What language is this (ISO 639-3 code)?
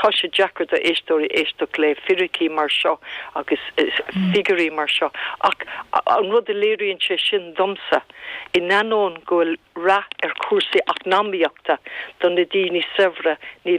gle